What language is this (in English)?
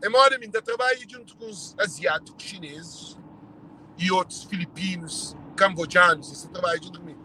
Kabuverdianu